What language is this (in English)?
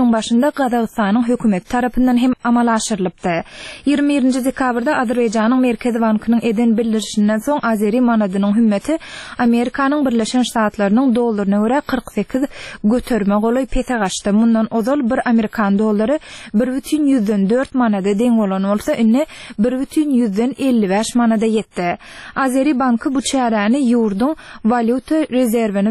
Turkmen